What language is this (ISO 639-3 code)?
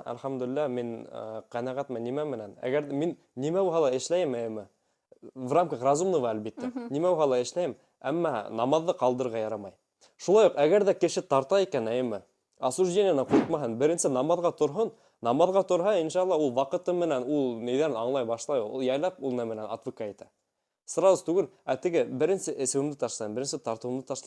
bak